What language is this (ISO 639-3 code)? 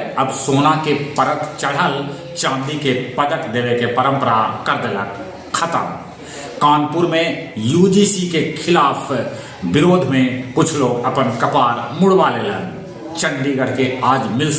mag